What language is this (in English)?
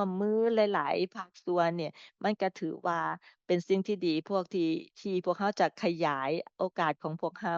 Lao